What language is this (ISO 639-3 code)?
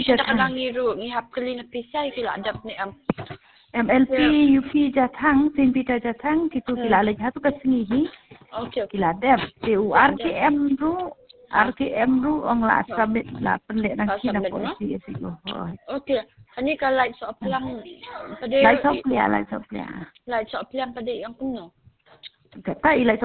kha